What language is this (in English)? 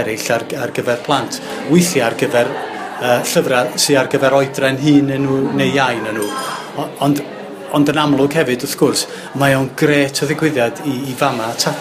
Welsh